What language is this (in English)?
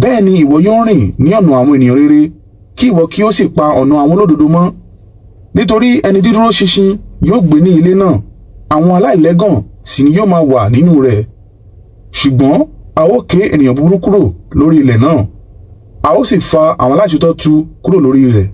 Yoruba